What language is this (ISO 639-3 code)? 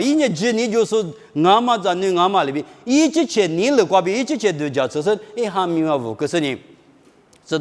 lis